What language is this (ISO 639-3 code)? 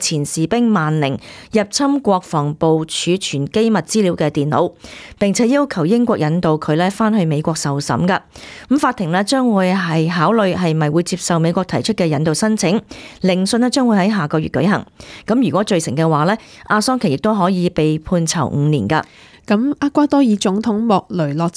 yue